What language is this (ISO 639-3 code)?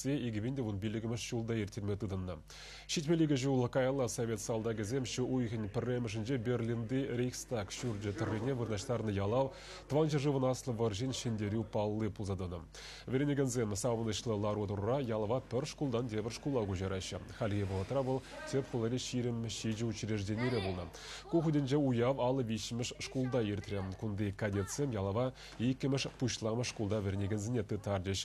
chv